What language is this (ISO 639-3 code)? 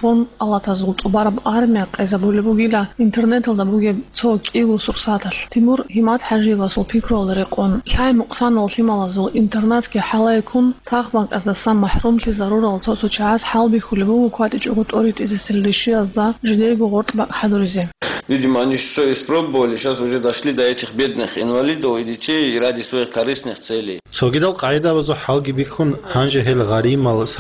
ava